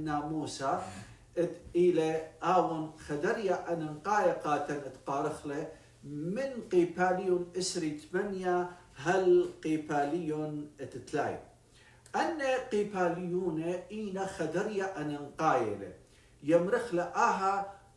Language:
Assyrian Neo-Aramaic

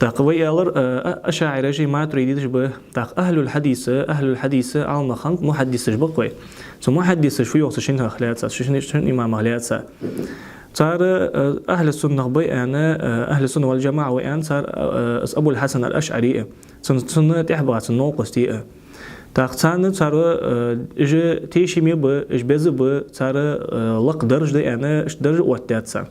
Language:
Ingush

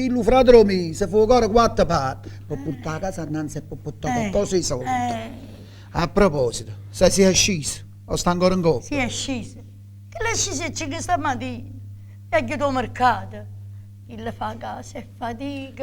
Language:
Neapolitan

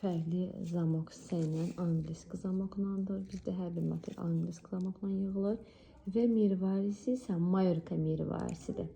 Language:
Azerbaijani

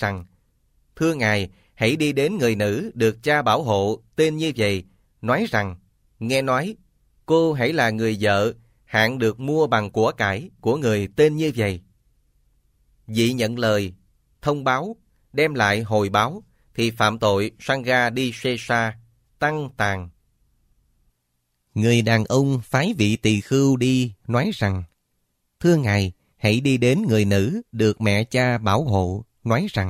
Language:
Vietnamese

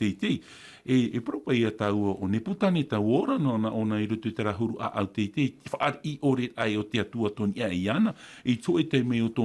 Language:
Tahitian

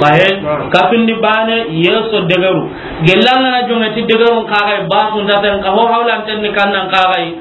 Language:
Soninke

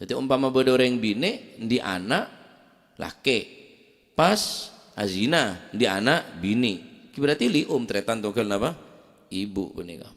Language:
Madurese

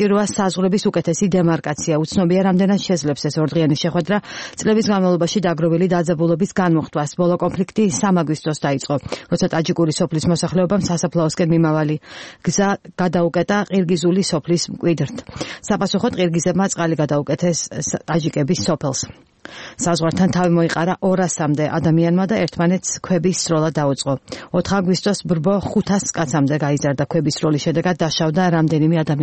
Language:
Georgian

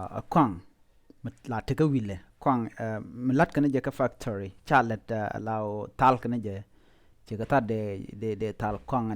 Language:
Nuer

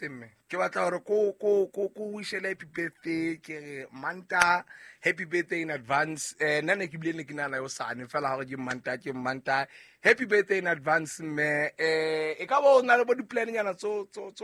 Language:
Southern Sotho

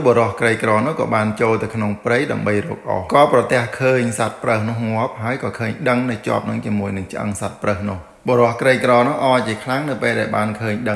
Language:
Khmer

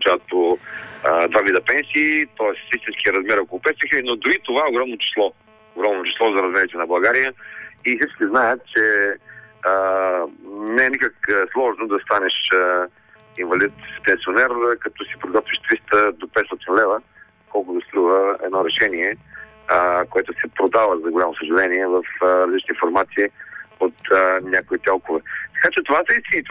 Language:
Bulgarian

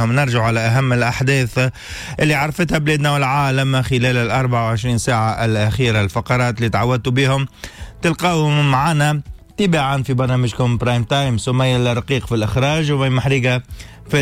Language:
Tunisian Arabic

